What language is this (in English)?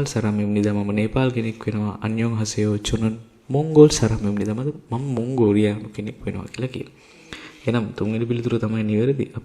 Sinhala